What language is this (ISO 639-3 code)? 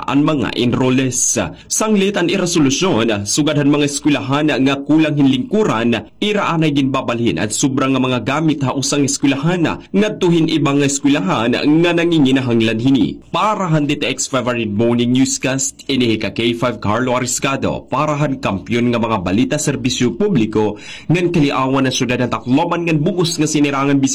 war